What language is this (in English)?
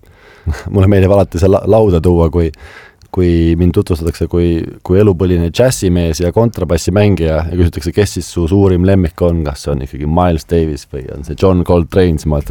Estonian